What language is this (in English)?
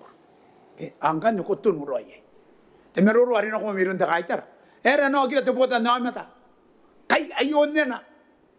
Gilbertese